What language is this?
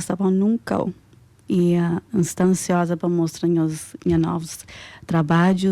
Kabuverdianu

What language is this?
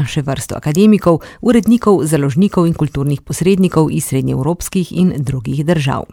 Slovenian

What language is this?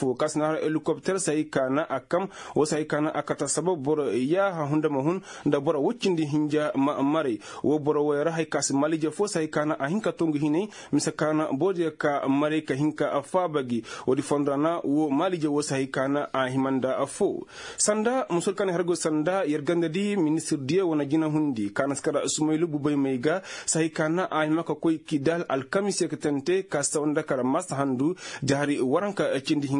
Koyraboro Senni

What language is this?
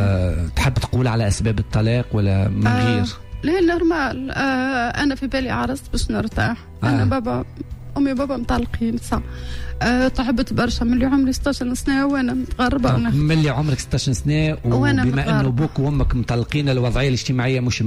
Tunisian Arabic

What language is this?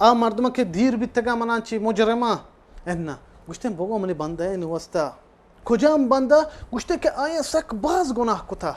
Baluchi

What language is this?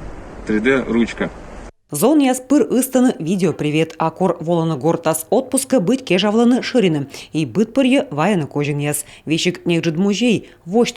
Komi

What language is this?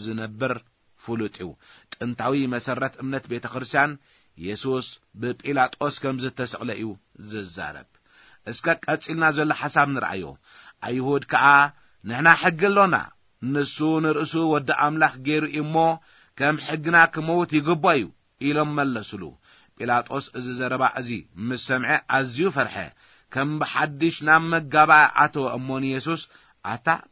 Tigrinya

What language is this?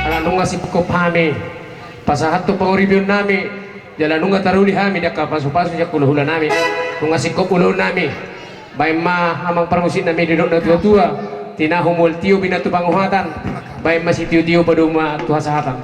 Batak Toba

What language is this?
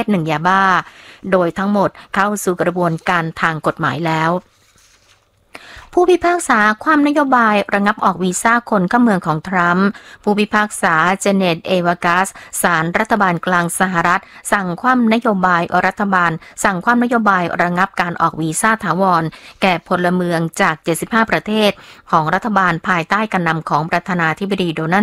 Thai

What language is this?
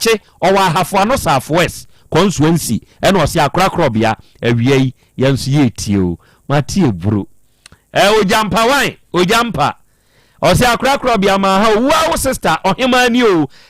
Akan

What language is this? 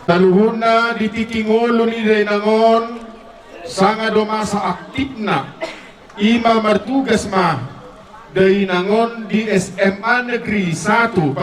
Batak Toba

